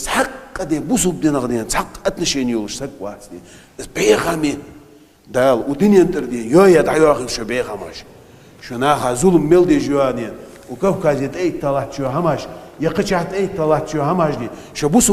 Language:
Chechen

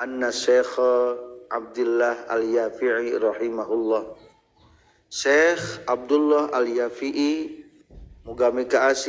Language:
Sundanese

